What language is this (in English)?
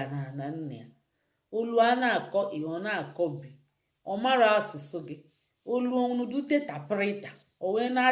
Igbo